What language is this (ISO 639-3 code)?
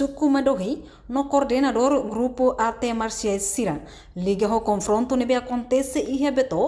tet